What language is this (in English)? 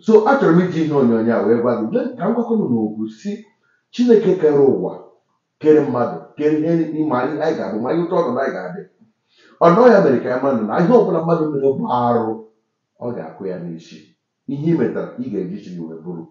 Igbo